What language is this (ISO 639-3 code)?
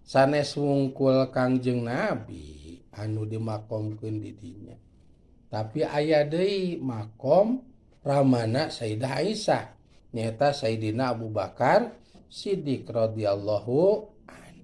sun